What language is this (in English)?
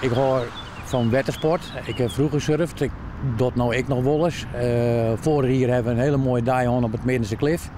Western Frisian